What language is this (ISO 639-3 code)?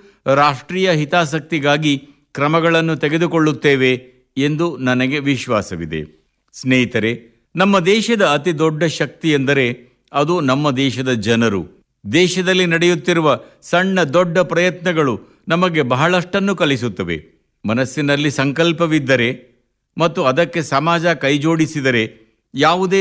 kan